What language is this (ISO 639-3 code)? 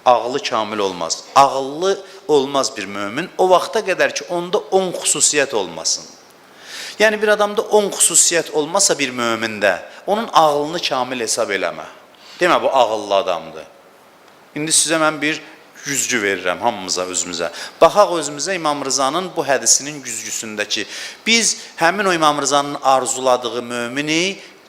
aze